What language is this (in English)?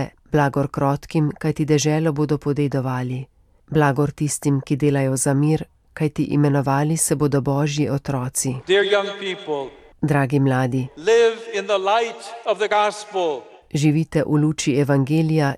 Slovenian